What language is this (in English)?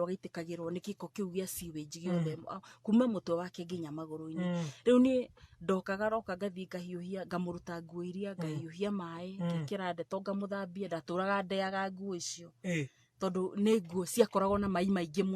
Kikuyu